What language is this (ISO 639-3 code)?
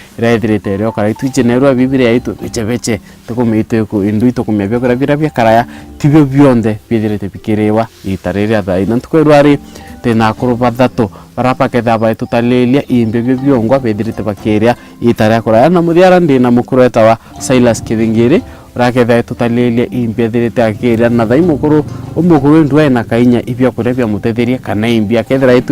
mer